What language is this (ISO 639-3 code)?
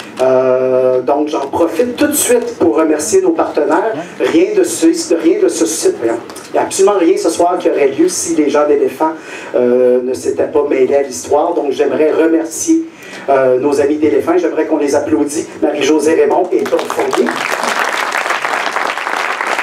fra